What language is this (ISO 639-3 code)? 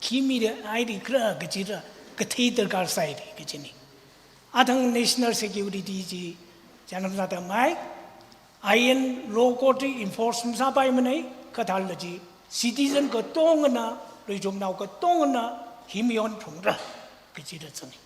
nmf